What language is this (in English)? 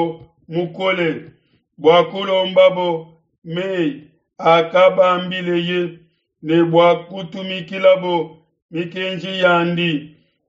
Luba-Lulua